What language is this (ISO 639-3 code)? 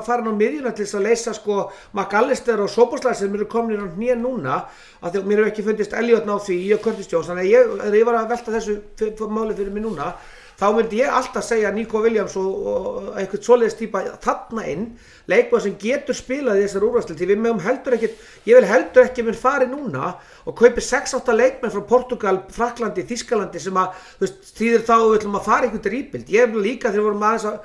isl